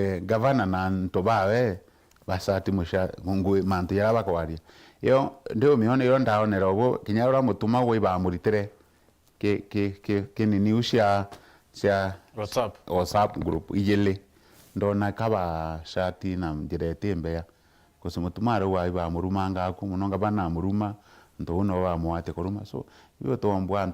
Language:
Meru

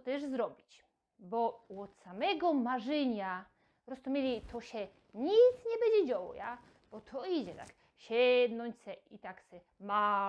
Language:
Silesian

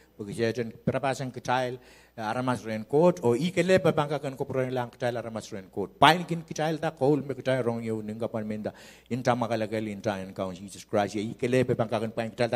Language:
Pohnpeian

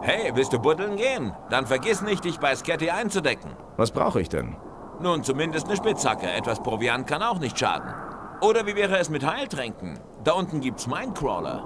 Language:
Bavarian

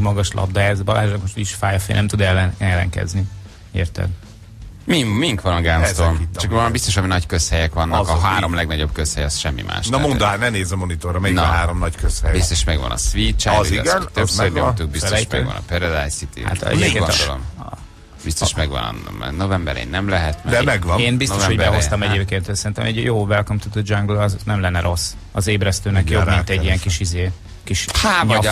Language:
Hungarian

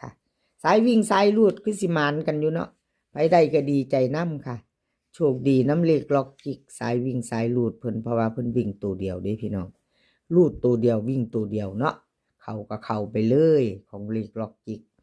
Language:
Northeastern Thai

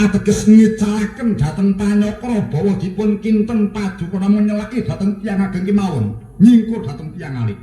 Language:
Javanese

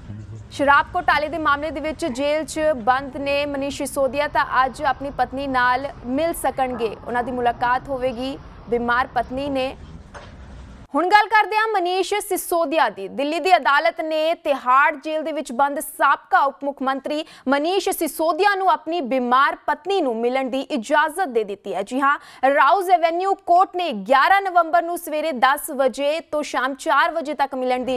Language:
Punjabi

